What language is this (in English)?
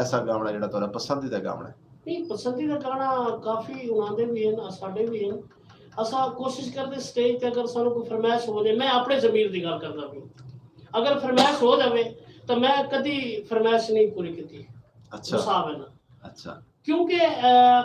Saraiki